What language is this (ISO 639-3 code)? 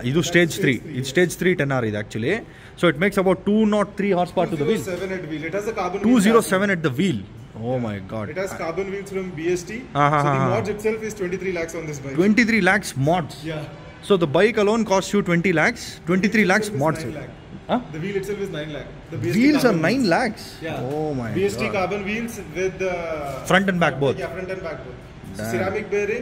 kan